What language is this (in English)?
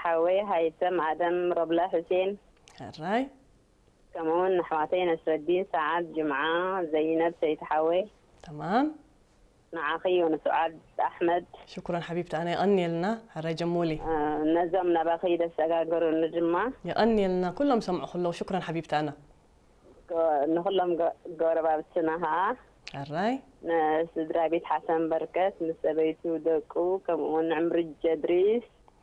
Tigrinya